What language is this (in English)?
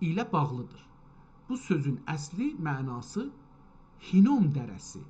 South Azerbaijani